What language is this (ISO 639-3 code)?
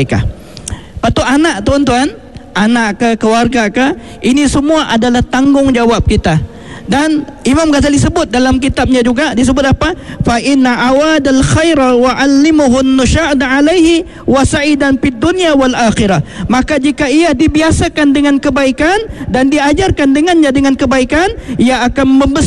msa